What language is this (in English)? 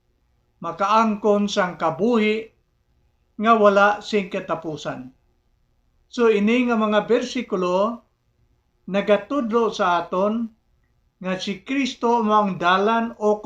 Hiligaynon